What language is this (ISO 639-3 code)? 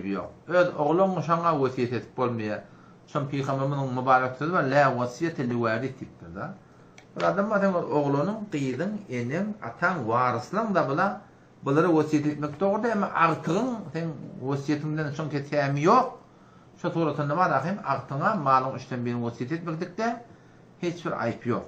tuk